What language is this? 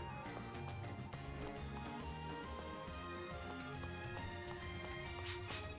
Japanese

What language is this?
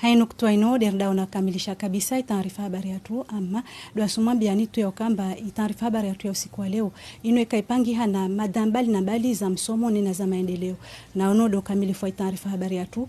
Ngazidja Comorian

